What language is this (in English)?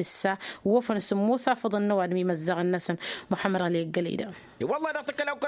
Tamasheq